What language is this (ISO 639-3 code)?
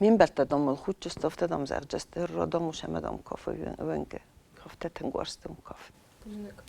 oss